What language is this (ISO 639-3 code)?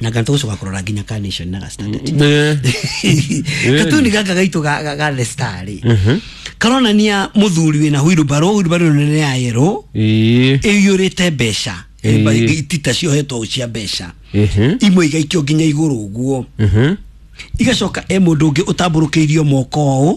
kik